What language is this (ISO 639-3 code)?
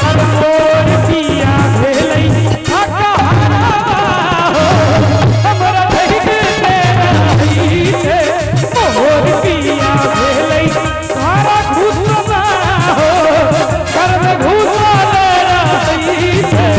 mai